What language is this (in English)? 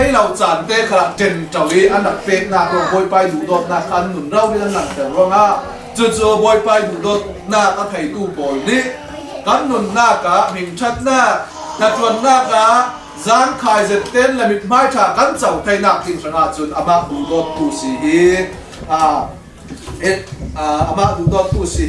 Hakha Chin